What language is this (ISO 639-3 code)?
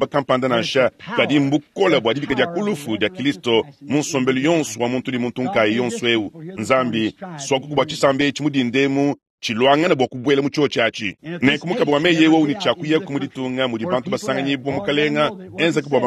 lua